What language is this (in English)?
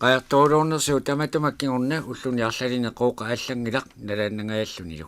Kalaallisut